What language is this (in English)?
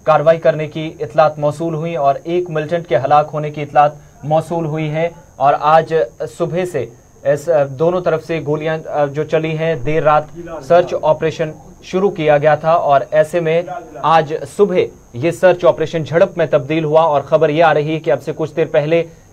Hindi